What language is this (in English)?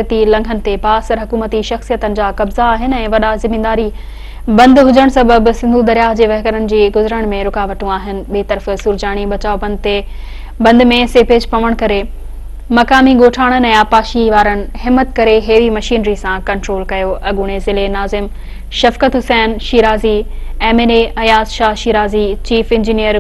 Sindhi